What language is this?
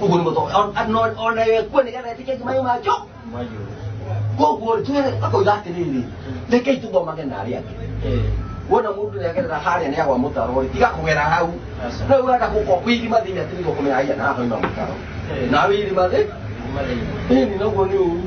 Kikuyu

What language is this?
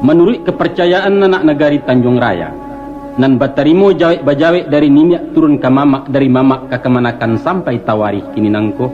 Minangkabau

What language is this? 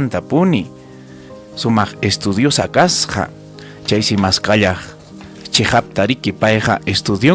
Ayacucho Quechua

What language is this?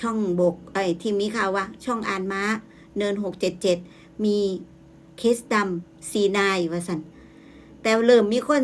Northeastern Thai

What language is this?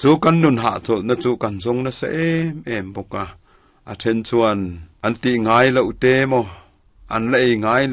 Mizo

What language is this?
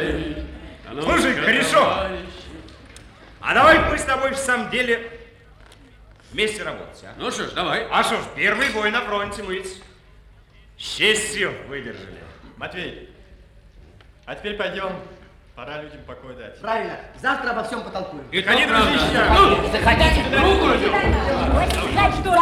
Russian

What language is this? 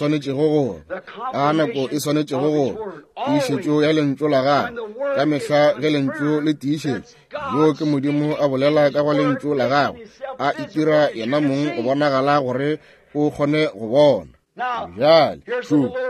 Northern Sotho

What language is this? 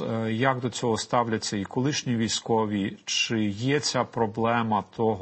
Ukrainian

